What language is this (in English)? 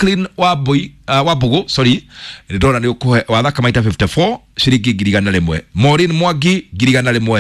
Kikuyu